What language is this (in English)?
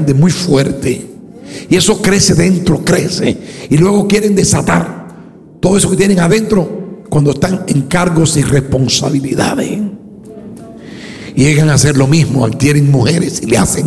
Spanish